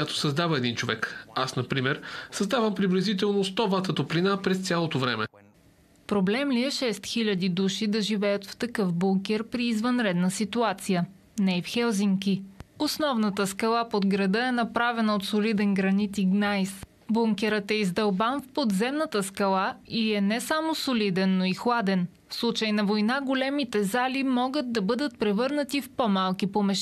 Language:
Bulgarian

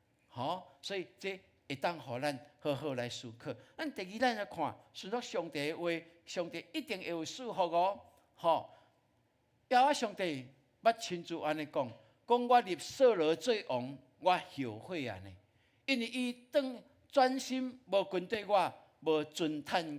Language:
Min Nan Chinese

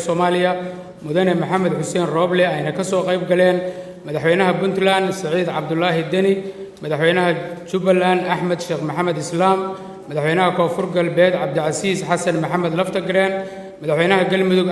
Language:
Somali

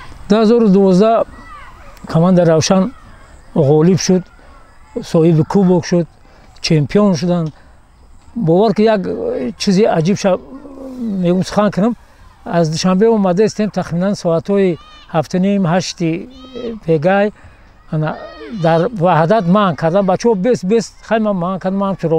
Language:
Tajik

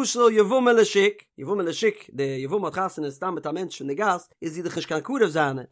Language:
Yiddish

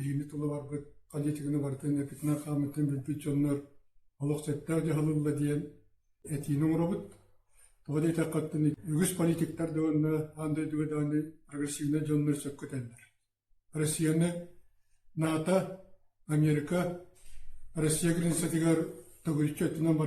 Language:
Yakut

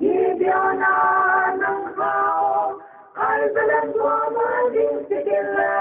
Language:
Paite Chin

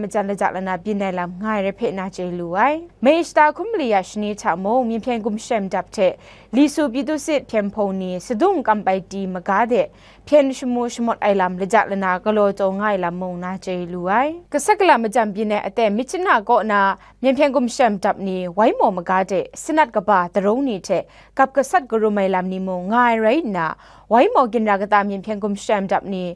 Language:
Kachin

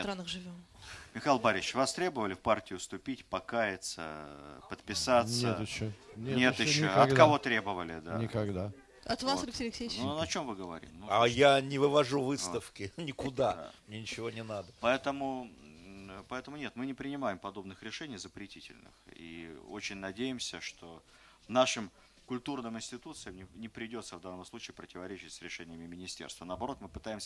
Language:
Russian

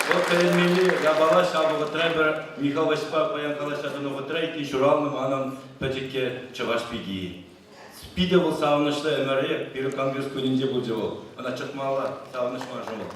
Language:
Chuvash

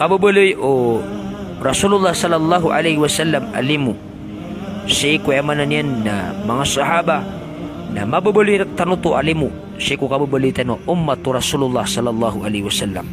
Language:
Maranao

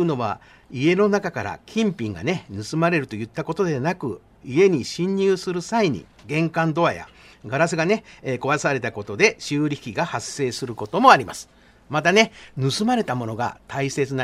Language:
Japanese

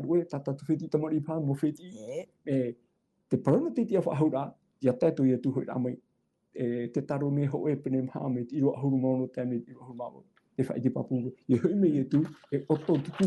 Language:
Tahitian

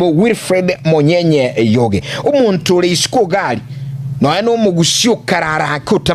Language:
Gusii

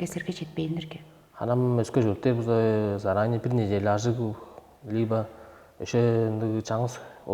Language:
Tuvinian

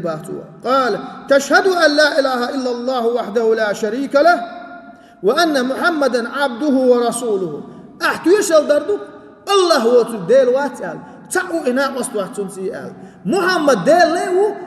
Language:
Chechen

